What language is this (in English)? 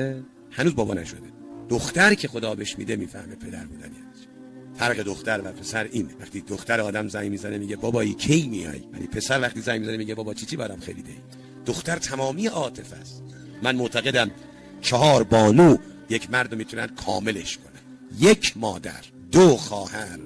Tajik